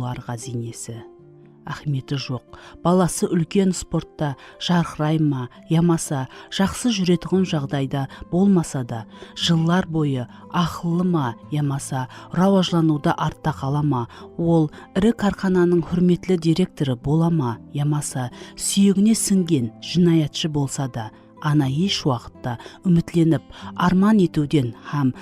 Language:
Kara-Kalpak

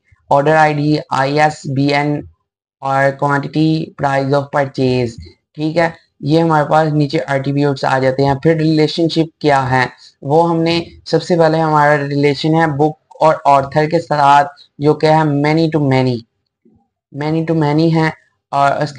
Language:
Hindi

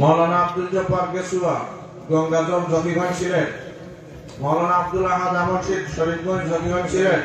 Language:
Sylheti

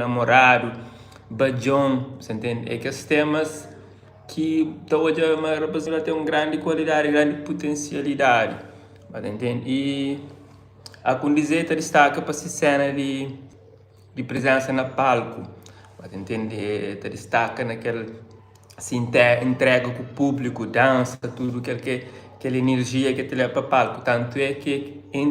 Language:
Kabuverdianu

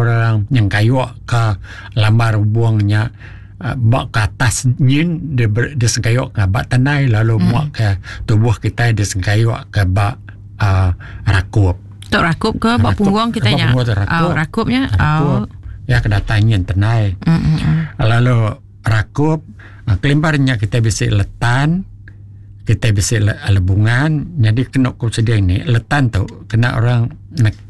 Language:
Iban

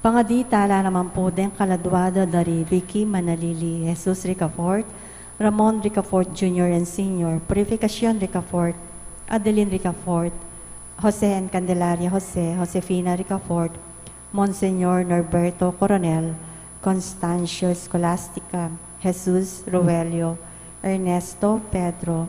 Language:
Pampanga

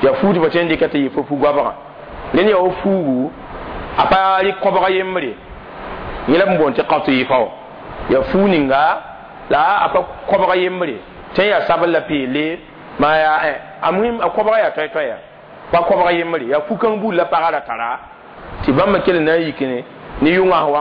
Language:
Mossi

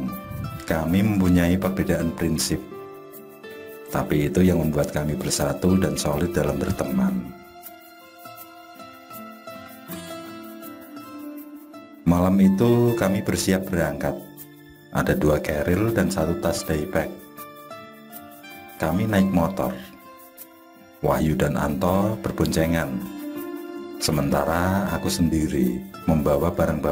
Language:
Indonesian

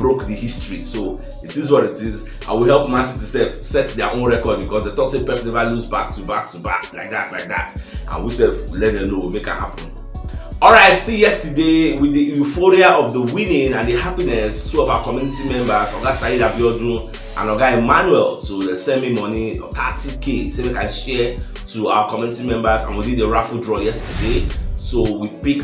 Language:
Nigerian Pidgin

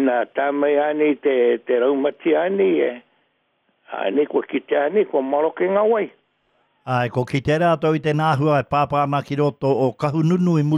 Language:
Māori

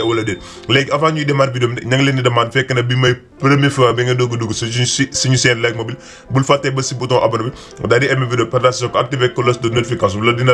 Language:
Wolof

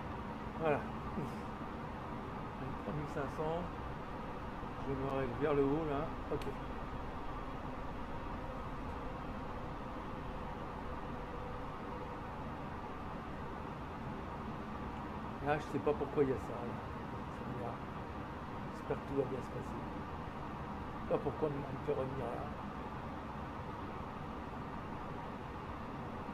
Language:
French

